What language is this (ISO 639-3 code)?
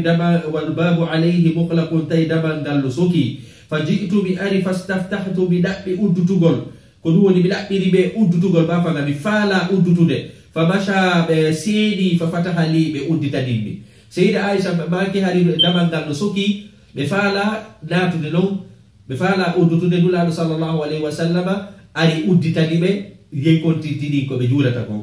ful